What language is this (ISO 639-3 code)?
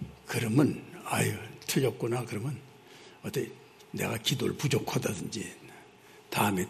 kor